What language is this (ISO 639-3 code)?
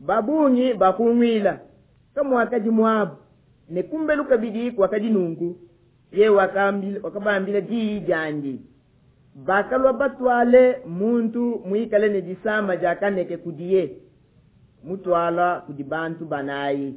lua